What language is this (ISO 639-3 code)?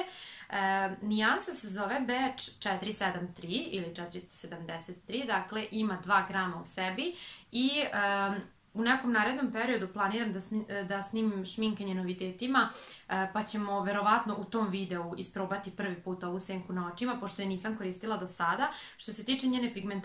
srp